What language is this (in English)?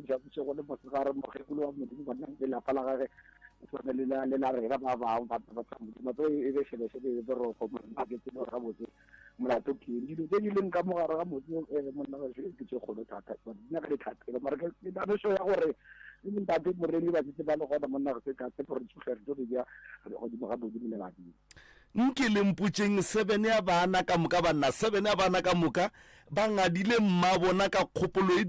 Northern Sotho